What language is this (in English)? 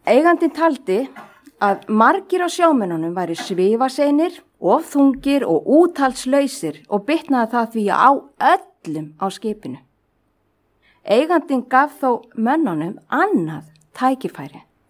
Icelandic